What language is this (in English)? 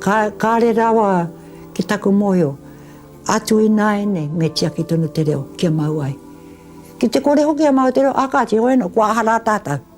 Māori